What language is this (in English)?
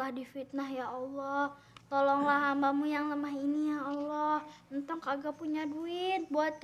Betawi